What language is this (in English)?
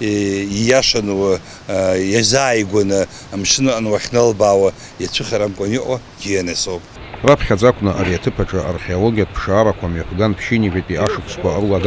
Abkhazian